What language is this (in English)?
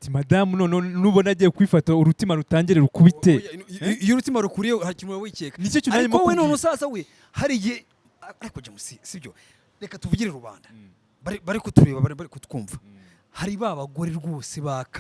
Kinyarwanda